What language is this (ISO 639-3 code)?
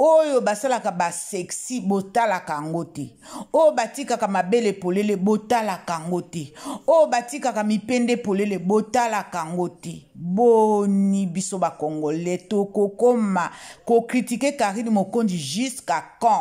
lin